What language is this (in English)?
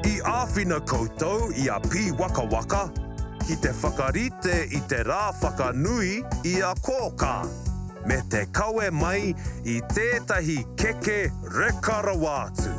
Māori